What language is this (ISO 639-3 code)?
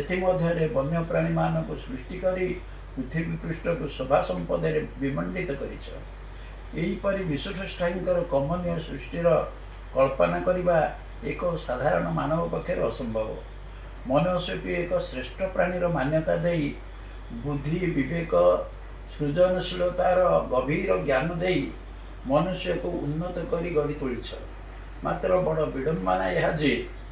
ori